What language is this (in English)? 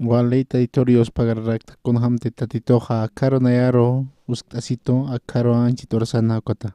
Aymara